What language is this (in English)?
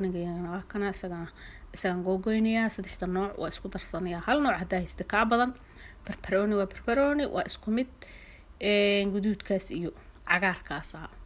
Somali